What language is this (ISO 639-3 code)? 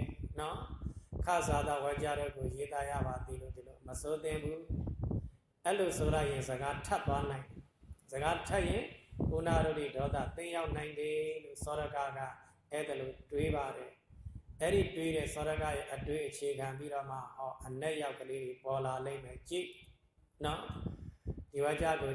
mya